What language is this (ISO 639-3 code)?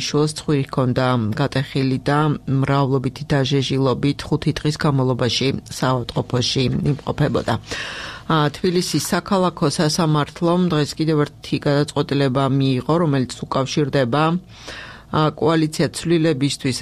kat